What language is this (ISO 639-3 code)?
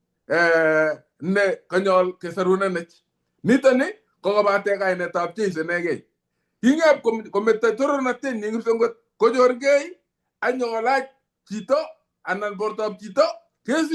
kln